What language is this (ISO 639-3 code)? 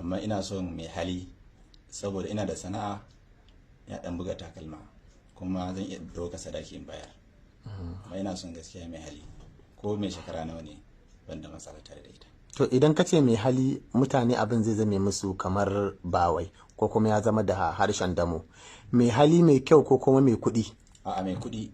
hau